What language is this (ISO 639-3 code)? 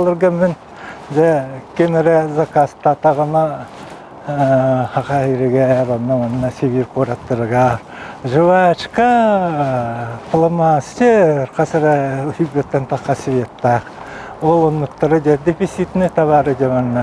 sah